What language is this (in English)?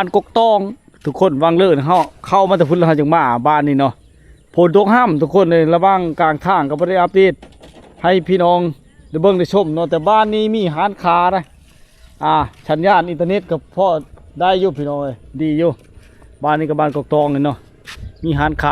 Lao